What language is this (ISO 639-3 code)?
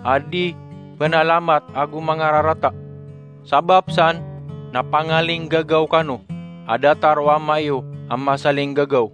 mrw